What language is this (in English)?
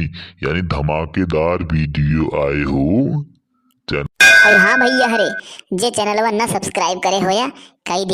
Awadhi